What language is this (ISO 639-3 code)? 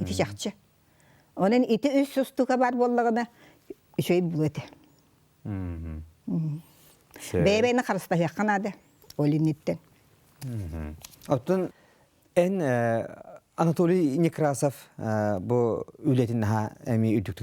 sah